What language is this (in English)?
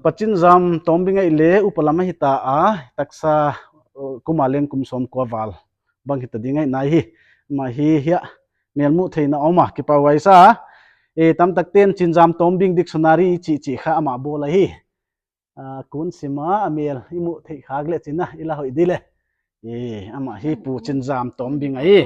Paite Chin